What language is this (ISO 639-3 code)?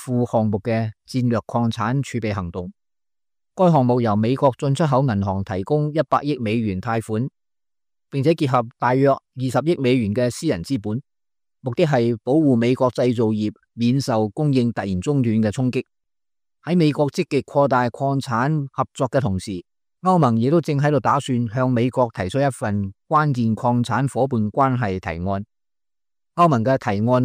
yue